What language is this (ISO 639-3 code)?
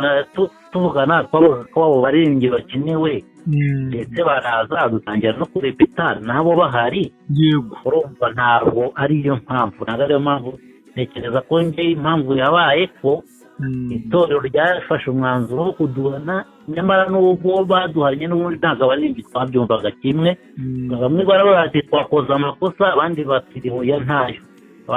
kin